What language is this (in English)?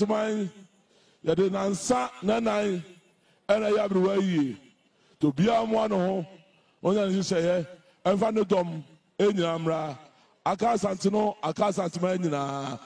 Akan